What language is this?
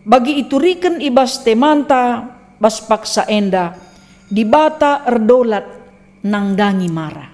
Batak Karo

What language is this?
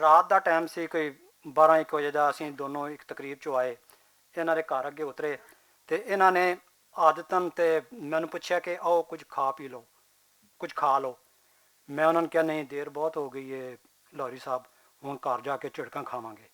Western Panjabi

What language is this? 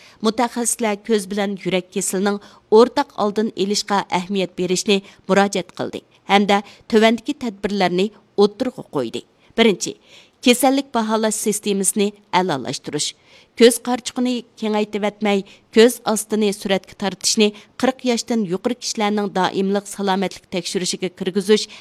Uyghur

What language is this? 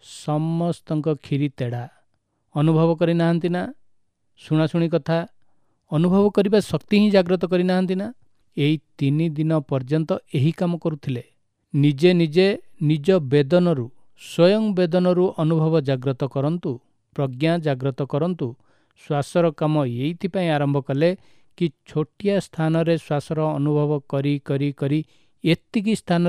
Odia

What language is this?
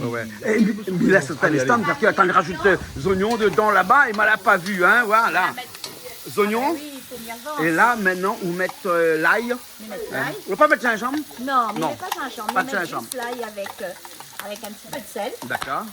Réunion Creole French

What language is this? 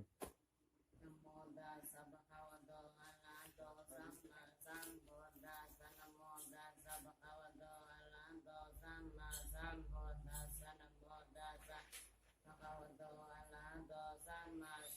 Pali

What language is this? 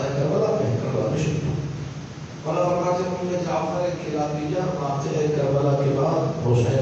Urdu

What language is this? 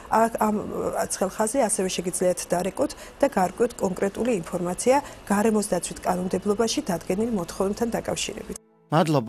Georgian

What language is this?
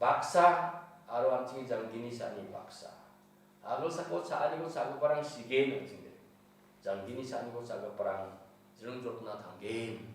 Garo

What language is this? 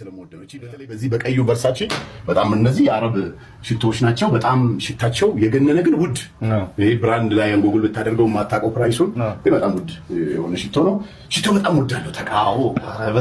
Amharic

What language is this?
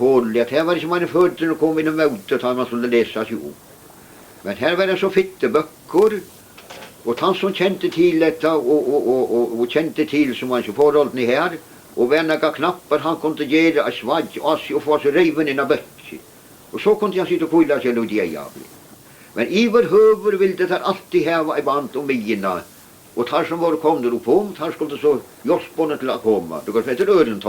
Faroese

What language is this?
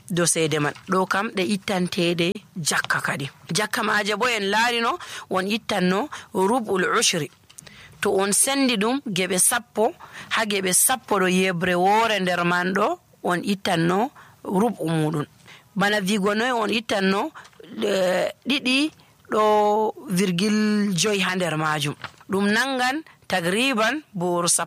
Nigerian Fulfulde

